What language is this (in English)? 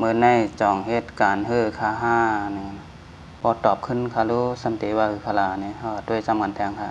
Shan